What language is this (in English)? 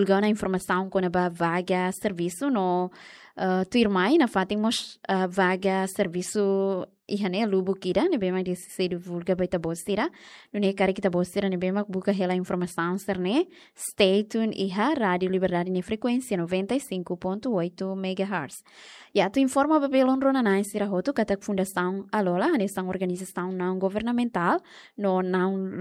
Tetum